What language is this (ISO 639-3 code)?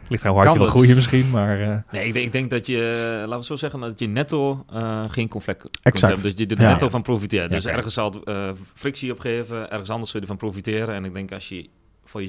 nld